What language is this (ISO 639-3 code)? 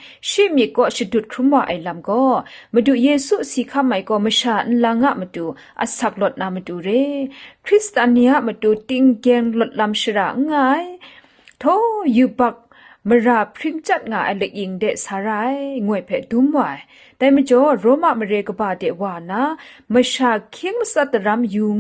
kac